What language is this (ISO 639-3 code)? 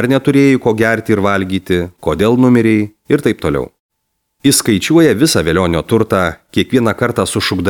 lit